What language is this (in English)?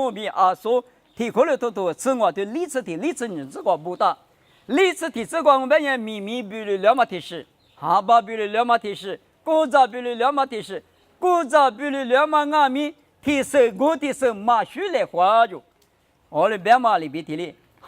Lisu